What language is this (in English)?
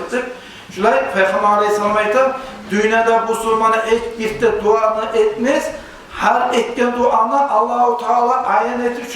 Kumyk